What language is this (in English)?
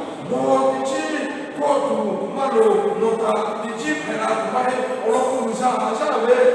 Lahu